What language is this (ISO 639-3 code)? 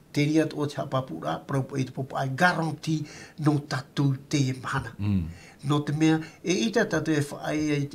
tah